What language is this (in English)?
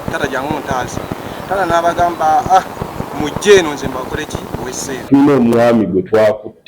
Ganda